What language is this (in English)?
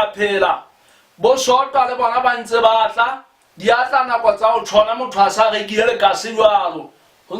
Southern Sotho